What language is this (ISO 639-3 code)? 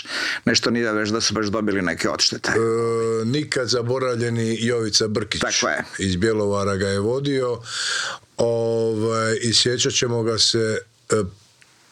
hrv